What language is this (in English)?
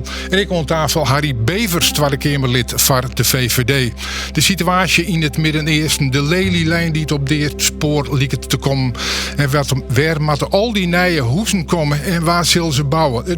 Western Frisian